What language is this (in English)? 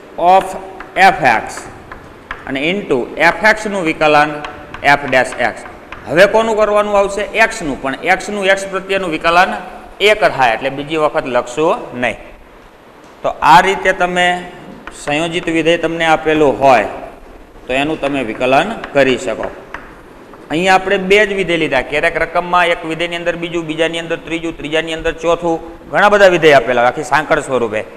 Gujarati